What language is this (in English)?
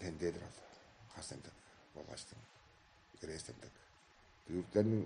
Tuvinian